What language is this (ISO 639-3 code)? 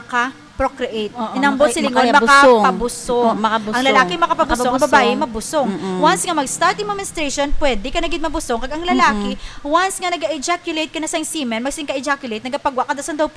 hil